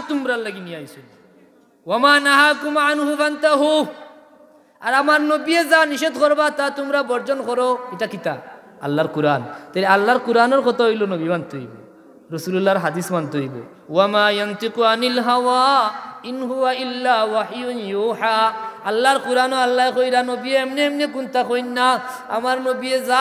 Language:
Sylheti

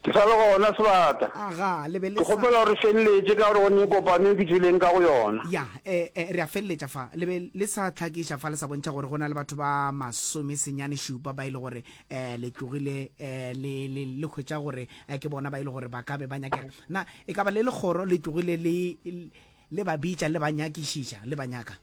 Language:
Northern Sotho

